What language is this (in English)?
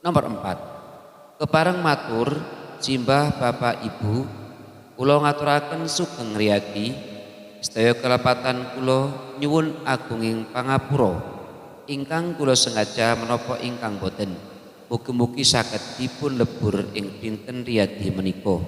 Javanese